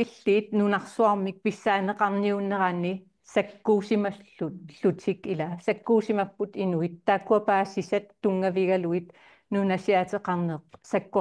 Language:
Kalaallisut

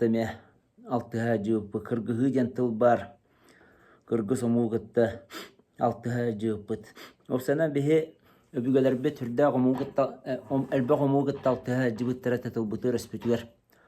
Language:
Yakut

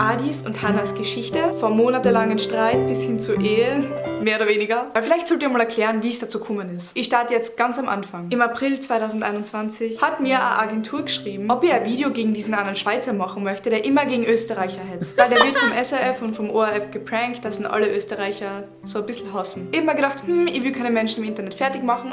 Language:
Swiss German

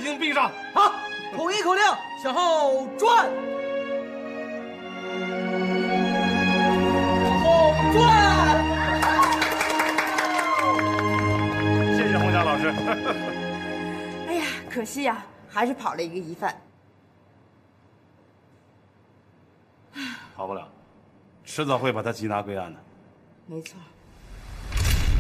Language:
Chinese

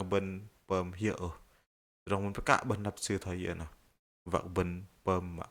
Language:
Bahnar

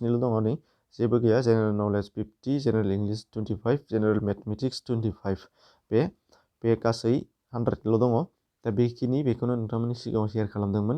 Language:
Bodo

